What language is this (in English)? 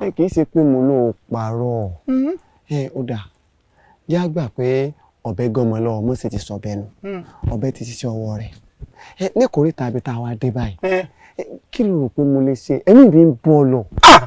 Yoruba